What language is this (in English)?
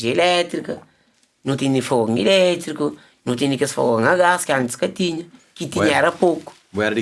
Kabuverdianu